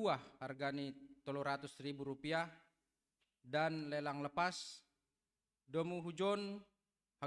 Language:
Batak Simalungun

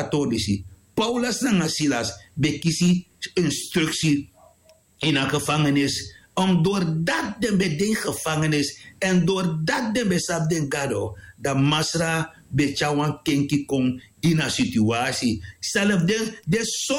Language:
Sranan Tongo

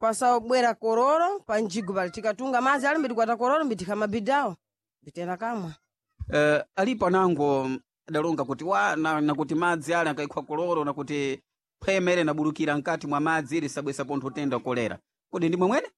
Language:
Sena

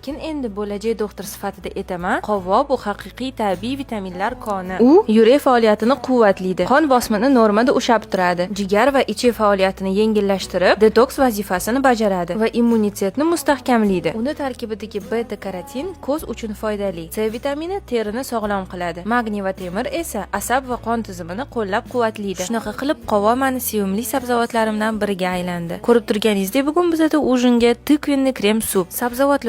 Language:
Uzbek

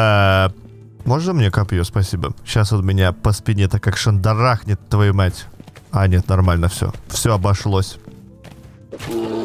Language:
Russian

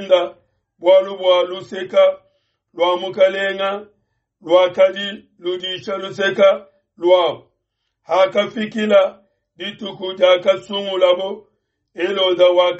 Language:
Luba-Lulua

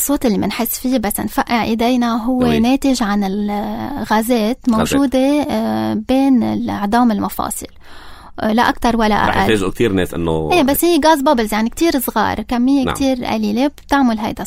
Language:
North Levantine Arabic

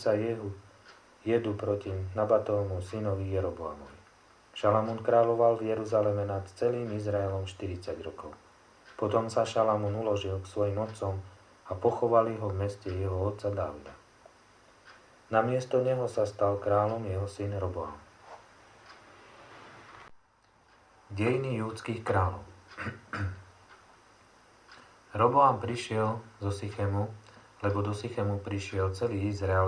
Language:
Slovak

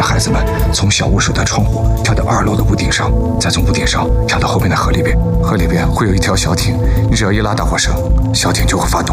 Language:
Chinese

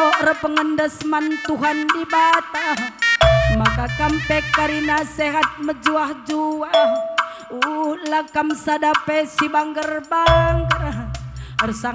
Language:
Batak Karo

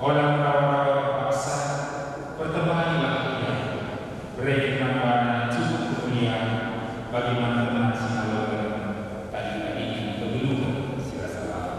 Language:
Batak Karo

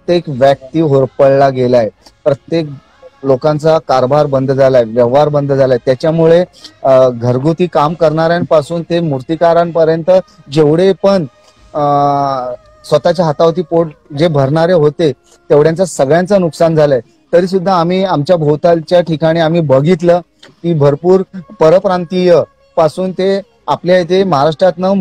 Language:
Marathi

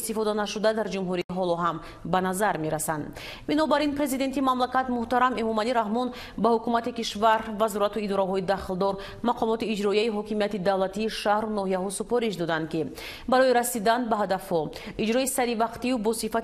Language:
Tajik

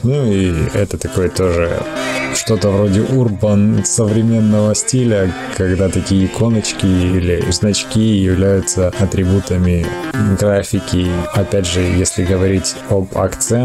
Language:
Russian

